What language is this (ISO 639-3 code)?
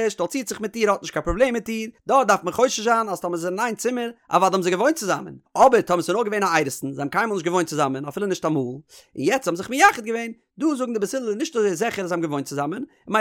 yid